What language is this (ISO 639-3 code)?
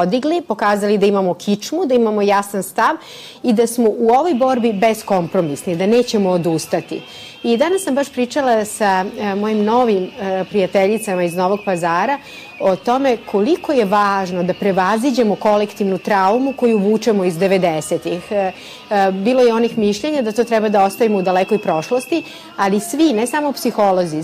srp